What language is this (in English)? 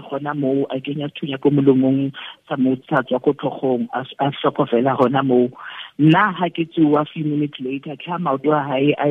Tswana